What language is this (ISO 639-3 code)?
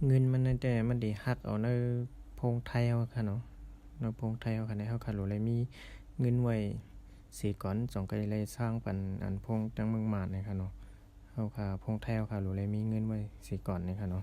shn